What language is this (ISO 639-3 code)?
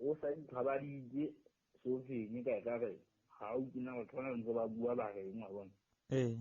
sot